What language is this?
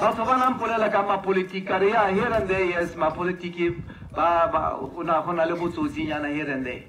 Tswana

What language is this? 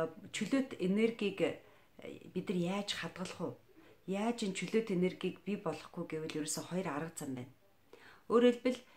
Mongolian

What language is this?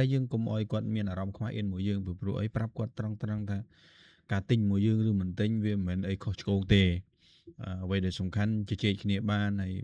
Khmer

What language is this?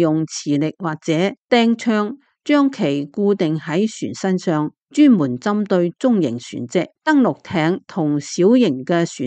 Cantonese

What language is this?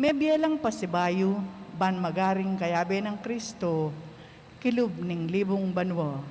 Pampanga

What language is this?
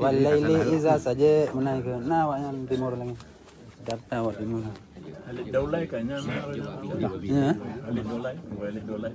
Achinese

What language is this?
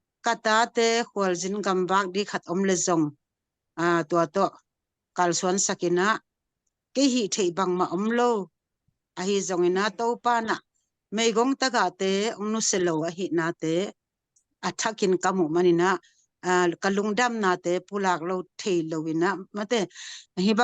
Tedim Chin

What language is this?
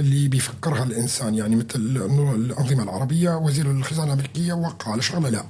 North Levantine Arabic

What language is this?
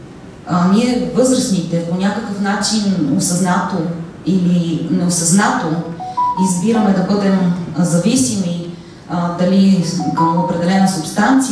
Bulgarian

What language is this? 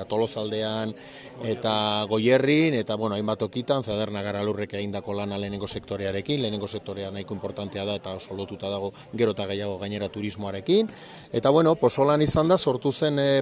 Basque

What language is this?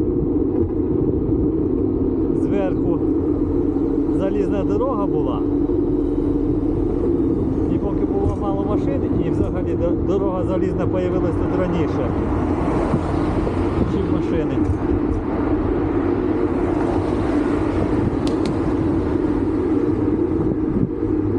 Ukrainian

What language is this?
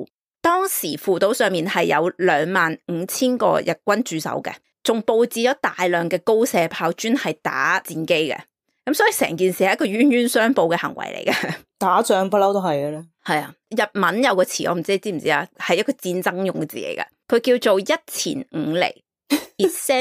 Cantonese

